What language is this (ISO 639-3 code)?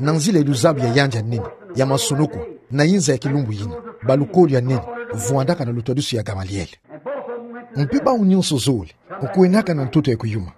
ktu